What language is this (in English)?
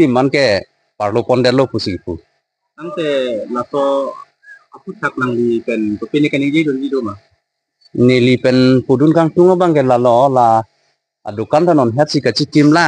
Karbi